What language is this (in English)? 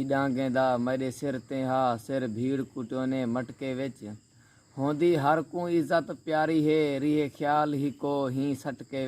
Saraiki